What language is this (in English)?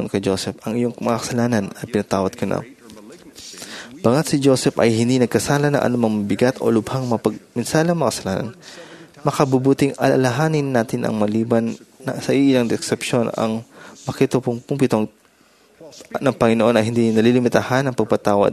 Filipino